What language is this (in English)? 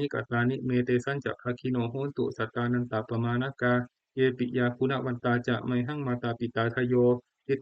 Pali